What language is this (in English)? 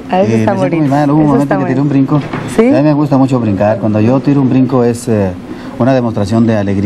Spanish